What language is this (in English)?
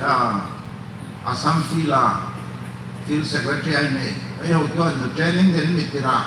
Hmar